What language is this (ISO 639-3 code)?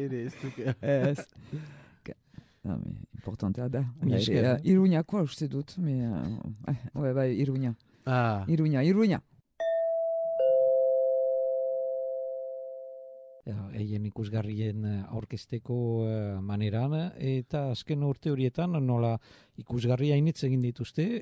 eus